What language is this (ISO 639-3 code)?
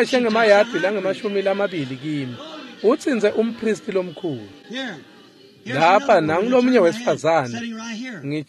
ssw